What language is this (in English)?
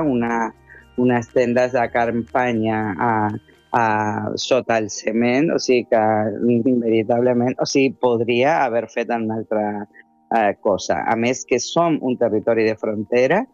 Catalan